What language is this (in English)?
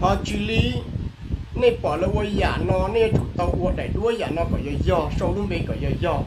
Hmong